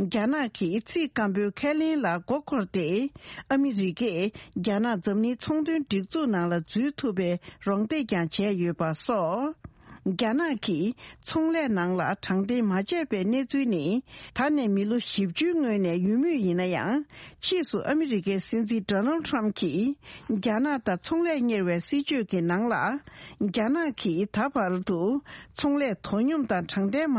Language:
Tibetan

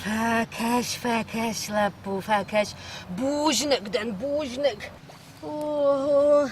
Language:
Ossetic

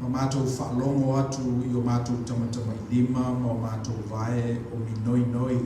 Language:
Samoan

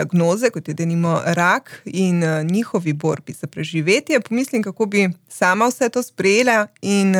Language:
Slovenian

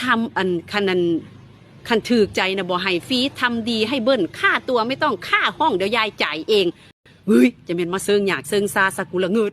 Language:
Northeastern Thai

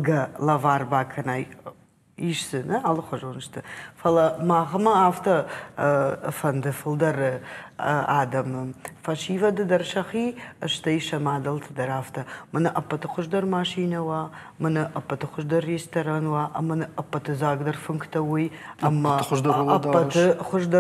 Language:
Ossetic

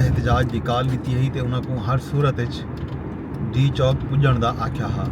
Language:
Saraiki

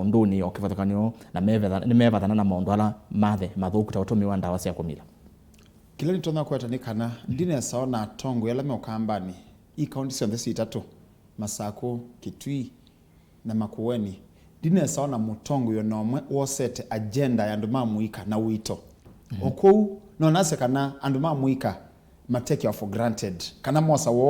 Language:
Kamba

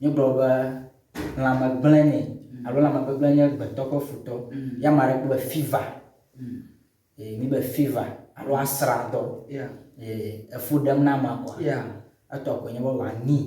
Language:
Ewe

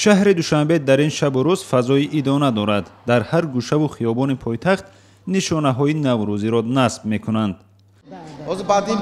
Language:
Tajik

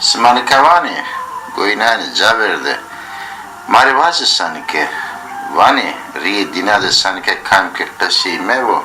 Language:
Zaza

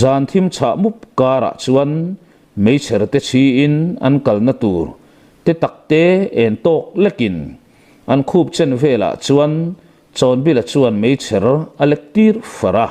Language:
Mizo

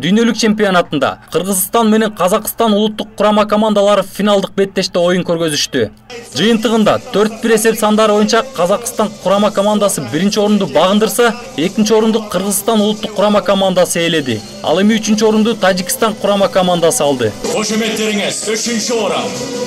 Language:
Kyrgyz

